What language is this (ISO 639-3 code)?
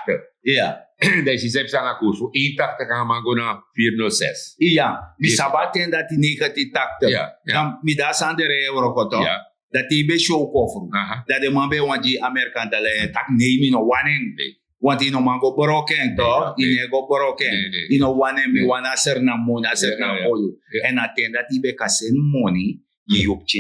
srn